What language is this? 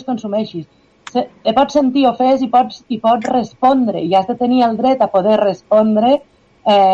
Catalan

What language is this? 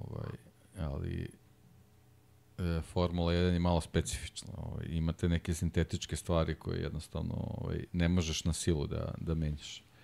Serbian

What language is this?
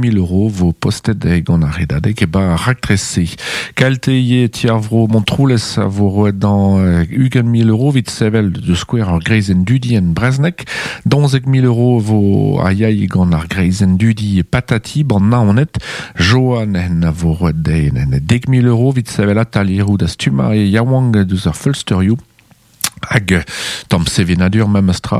Breton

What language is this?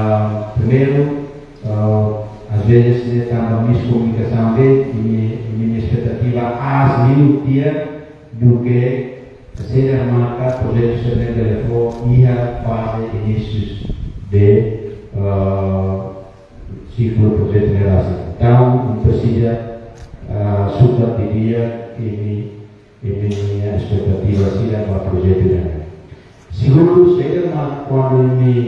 Tetum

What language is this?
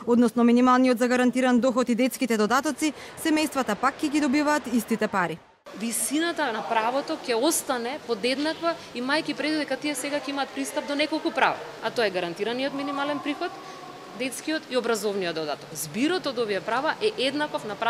Macedonian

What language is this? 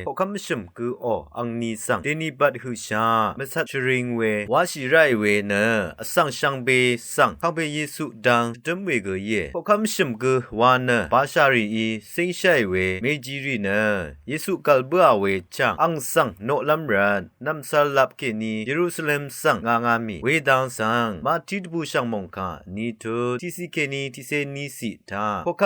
Rawang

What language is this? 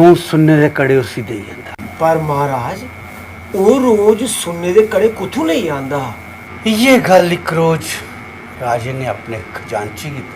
Dogri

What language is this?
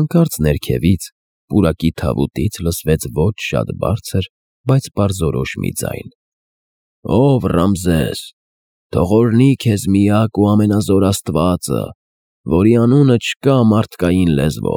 Armenian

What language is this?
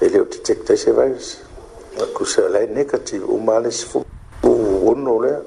Samoan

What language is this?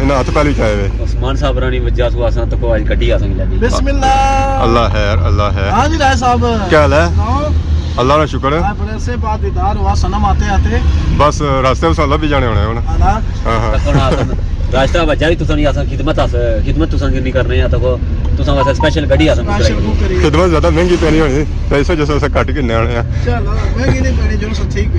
Pahari-Potwari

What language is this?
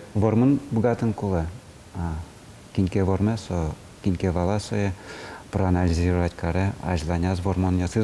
Udmurt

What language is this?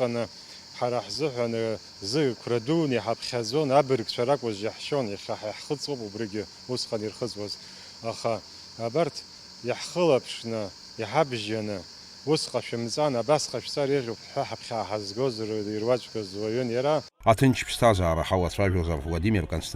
Abkhazian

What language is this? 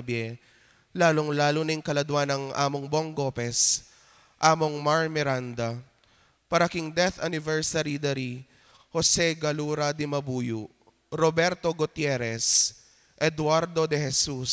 Pampanga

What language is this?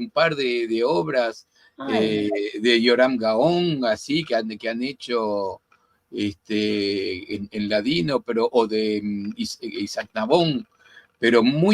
Ladino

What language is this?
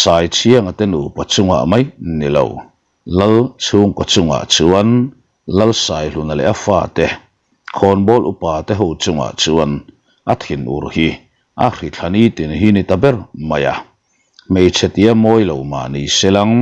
Mizo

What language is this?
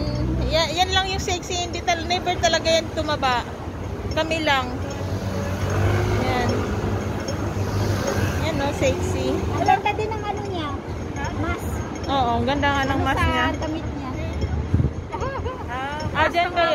Filipino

